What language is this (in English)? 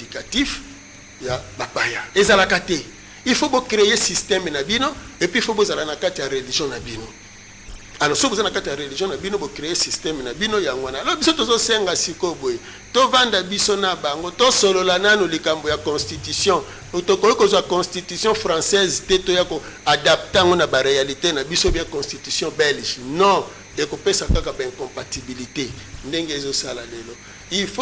Lingala